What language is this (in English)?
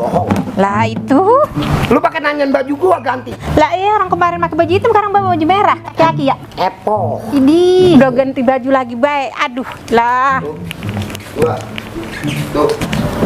Betawi